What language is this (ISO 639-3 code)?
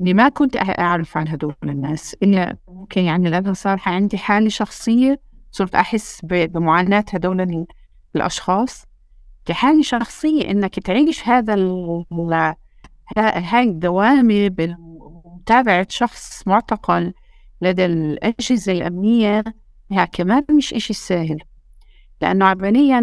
apc